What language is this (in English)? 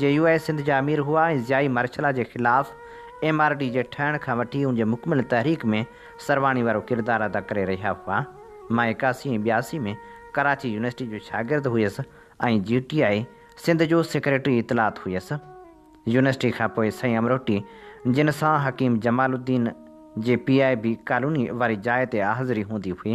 Sindhi